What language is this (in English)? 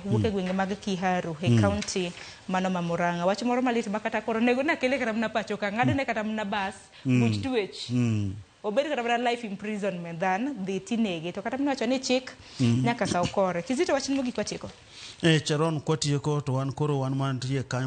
Luo (Kenya and Tanzania)